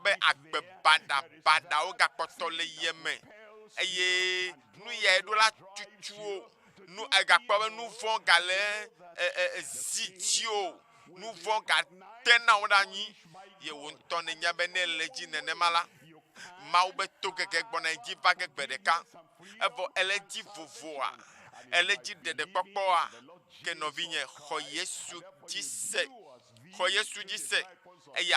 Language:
Ewe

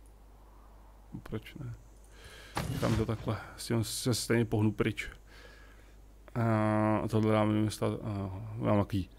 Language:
Czech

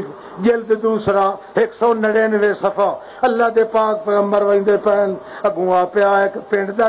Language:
Western Panjabi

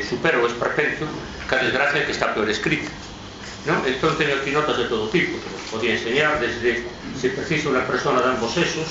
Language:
Galician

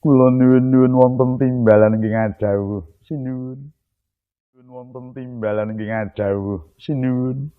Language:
Javanese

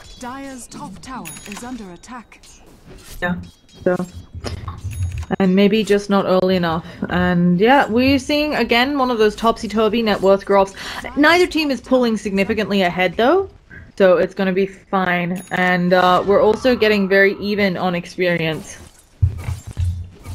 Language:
English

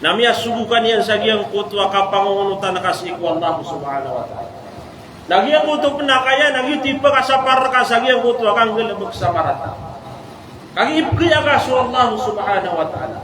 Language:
Maranao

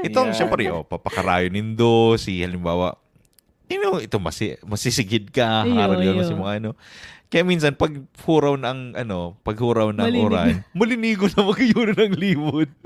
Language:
Bikol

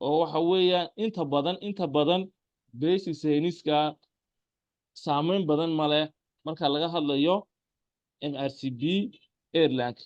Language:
Somali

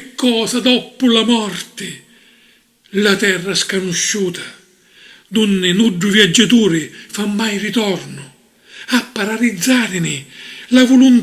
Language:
Sicilian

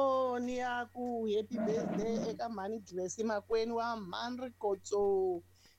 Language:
Tsonga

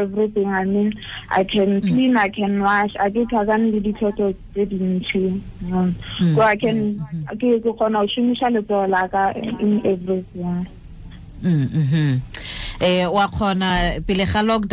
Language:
Tswana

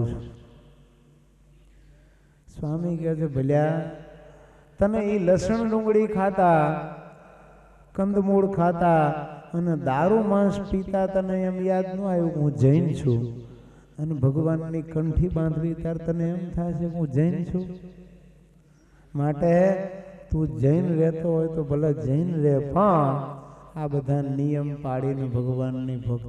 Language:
Gujarati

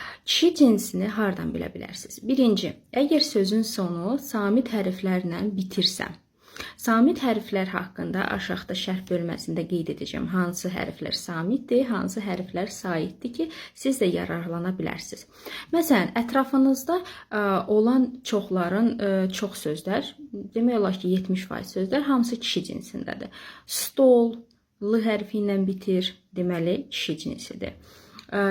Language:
Azerbaijani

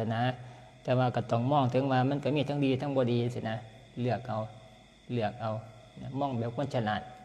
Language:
Northeastern Thai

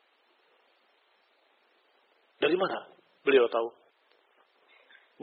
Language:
Indonesian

